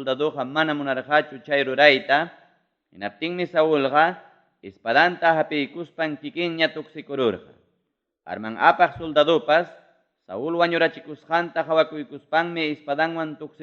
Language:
Ayacucho Quechua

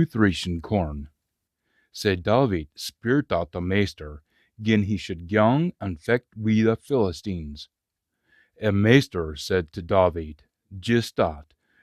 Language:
Scots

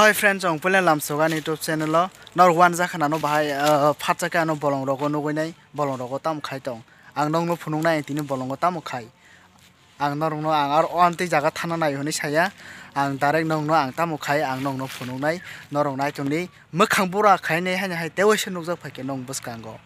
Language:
Kok Borok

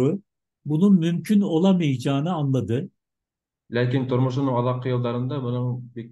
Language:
Bashkir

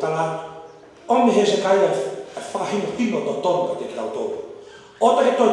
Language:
Tongan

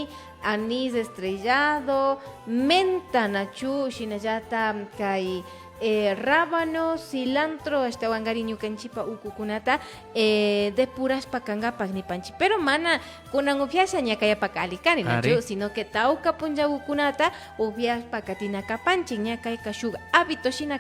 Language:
Imbabura Highland Quichua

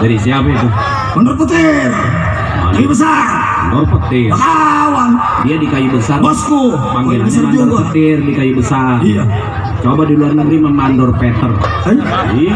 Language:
Betawi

